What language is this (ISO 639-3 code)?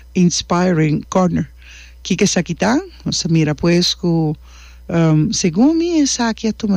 pap